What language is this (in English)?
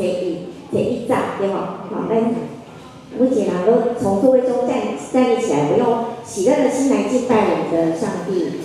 Min Nan Chinese